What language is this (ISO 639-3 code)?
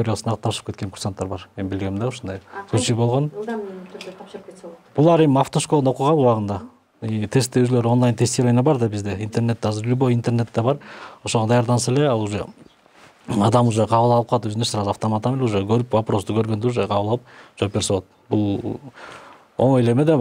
kir